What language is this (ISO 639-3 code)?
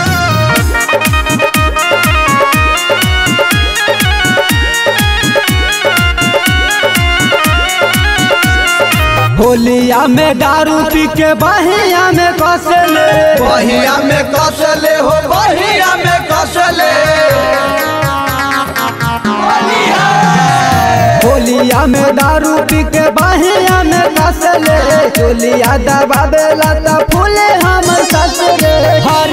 bho